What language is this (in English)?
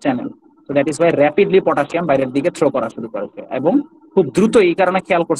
Bangla